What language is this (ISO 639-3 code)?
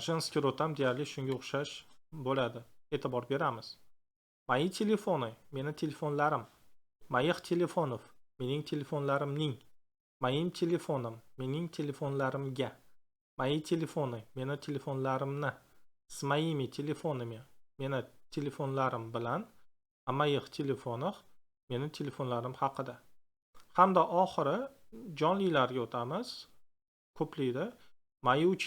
uzb